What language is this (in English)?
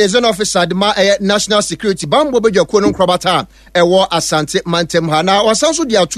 Akan